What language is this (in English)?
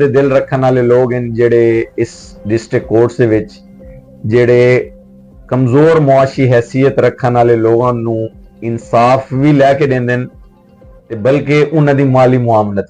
Saraiki